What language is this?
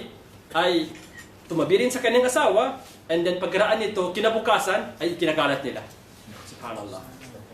Maranao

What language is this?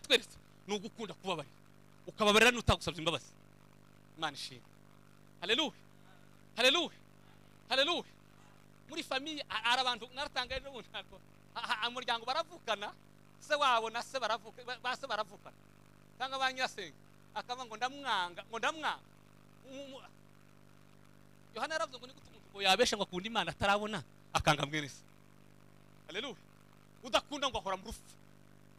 Kinyarwanda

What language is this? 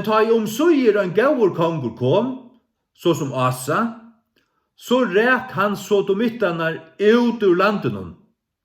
Faroese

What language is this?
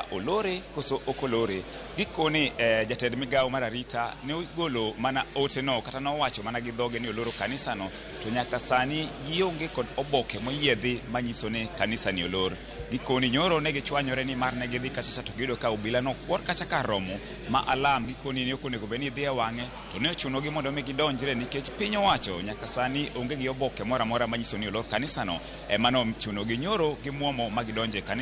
Luo (Kenya and Tanzania)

